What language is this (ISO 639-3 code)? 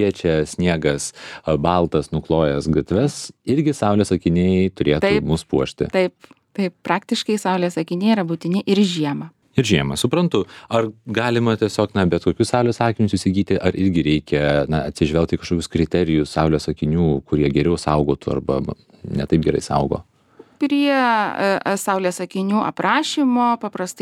lit